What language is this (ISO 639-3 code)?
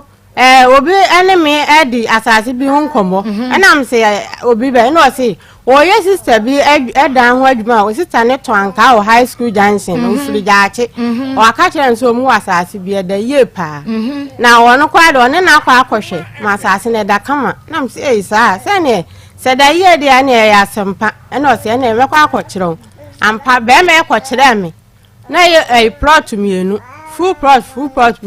aka